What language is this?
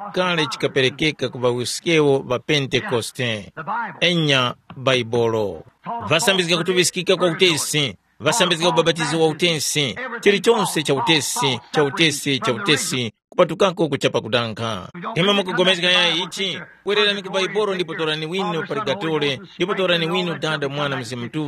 Tumbuka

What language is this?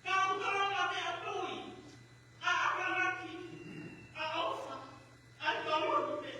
Tongan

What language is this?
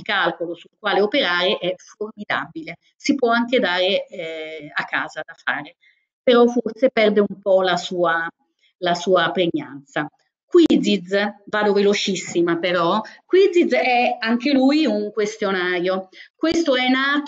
Italian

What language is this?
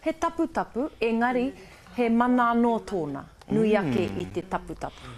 Māori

